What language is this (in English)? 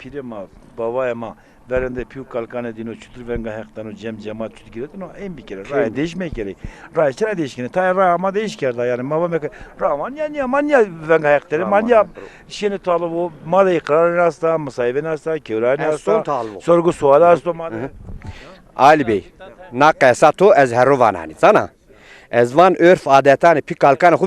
Zaza